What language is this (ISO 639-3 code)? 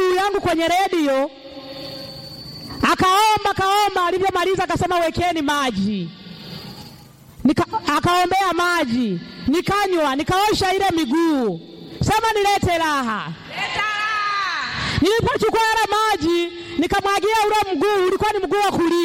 swa